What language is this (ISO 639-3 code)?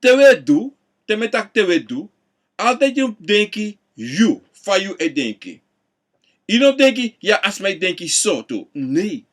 srn